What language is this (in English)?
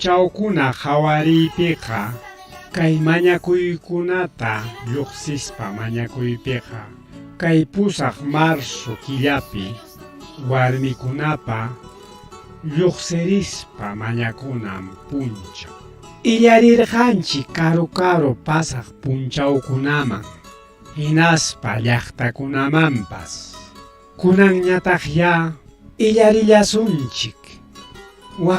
Ayacucho Quechua